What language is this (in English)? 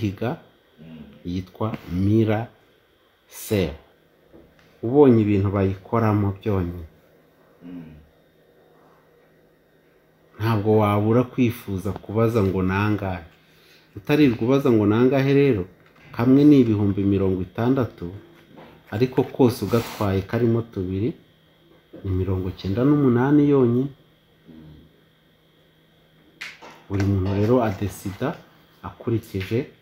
Kinyarwanda